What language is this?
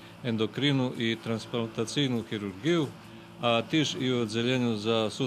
Rusyn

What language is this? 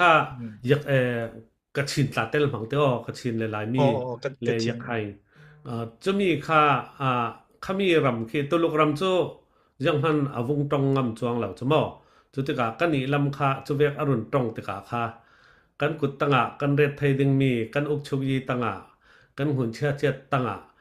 Falam Chin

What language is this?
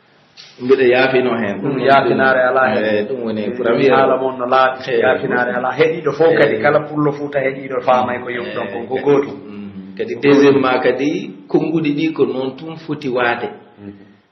Pular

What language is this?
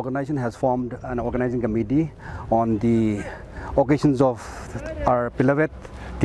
Tangkhul Naga (India)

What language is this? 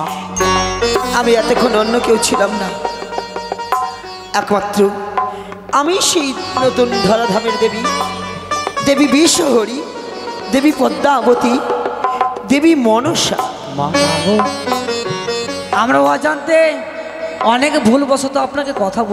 Bangla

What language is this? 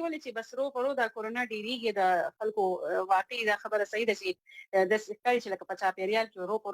Pashto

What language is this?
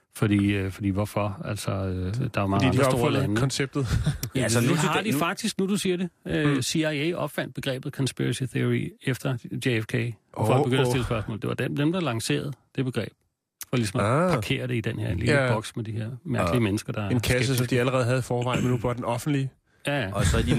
Danish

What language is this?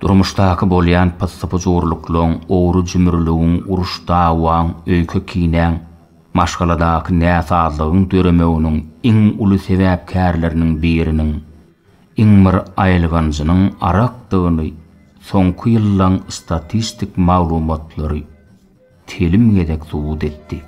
Turkmen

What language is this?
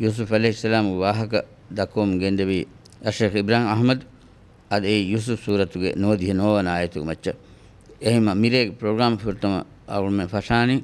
Divehi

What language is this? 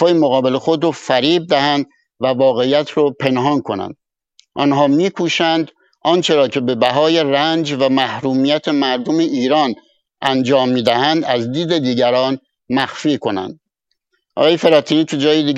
Persian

